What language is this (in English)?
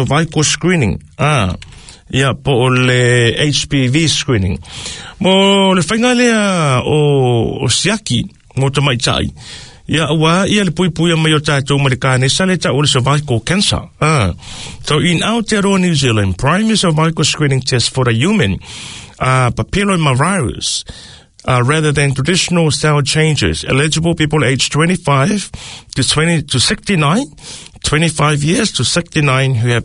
Samoan